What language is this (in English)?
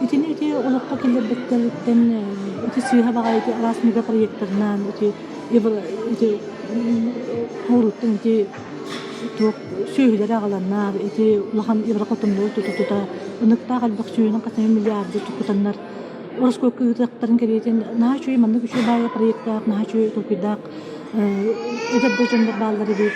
Yakut